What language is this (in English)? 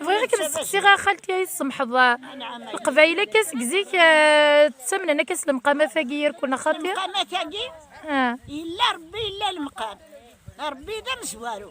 Kabyle